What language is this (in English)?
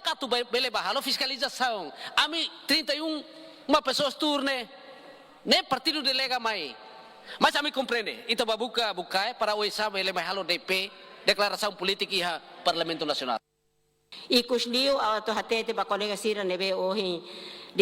Tetum